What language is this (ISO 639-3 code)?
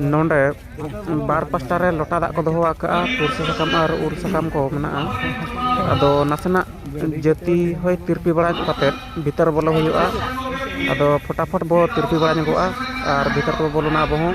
sat